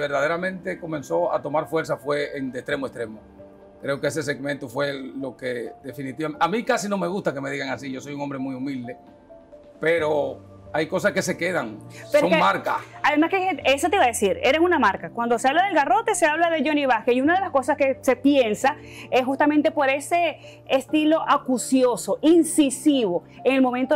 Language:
Spanish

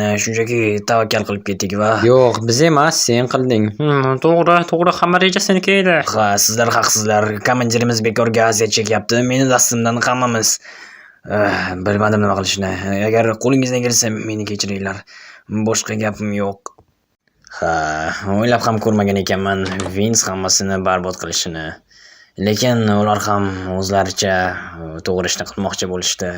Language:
Uzbek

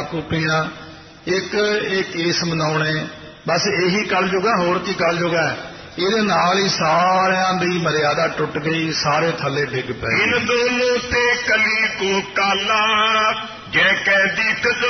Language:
Punjabi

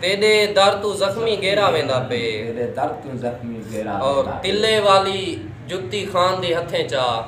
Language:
Saraiki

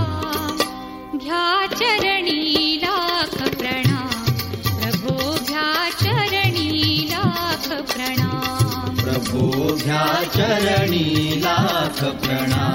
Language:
Marathi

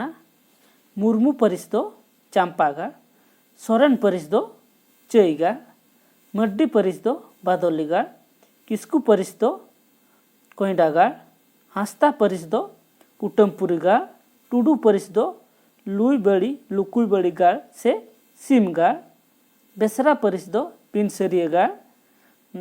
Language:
Santali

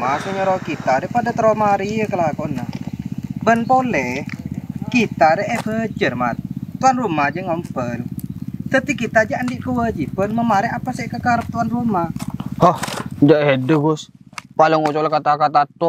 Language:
Madurese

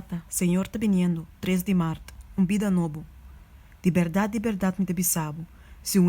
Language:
Papiamento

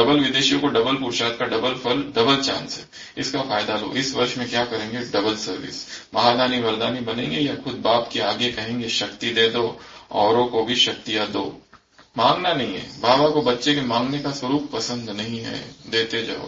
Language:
Hindi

